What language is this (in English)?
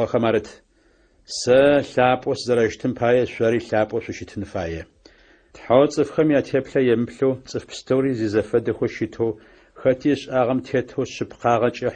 Adyghe